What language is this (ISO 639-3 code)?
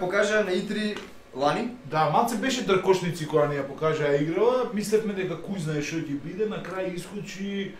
mkd